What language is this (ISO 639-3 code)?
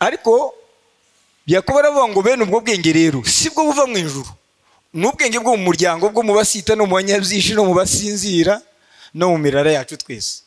kin